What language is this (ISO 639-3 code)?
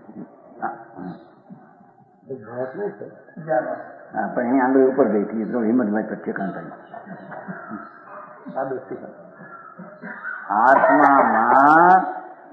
guj